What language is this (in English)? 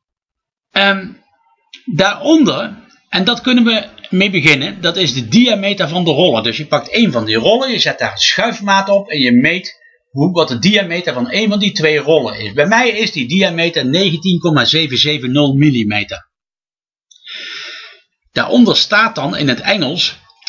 Dutch